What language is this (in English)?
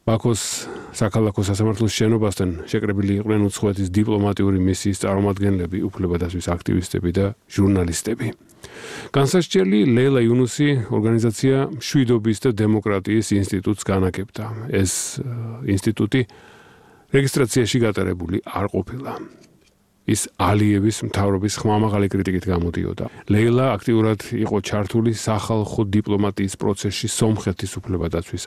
Georgian